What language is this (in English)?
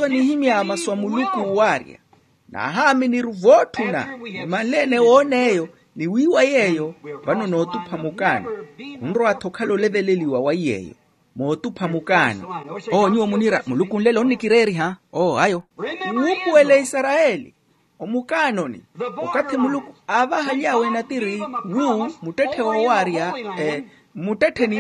Makhuwa